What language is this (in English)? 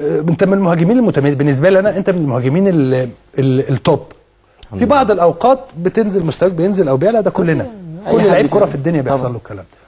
Egyptian Arabic